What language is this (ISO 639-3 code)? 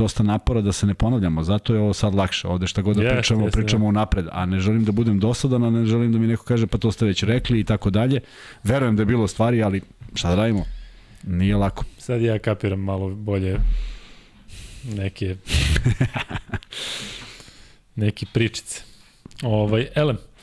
srp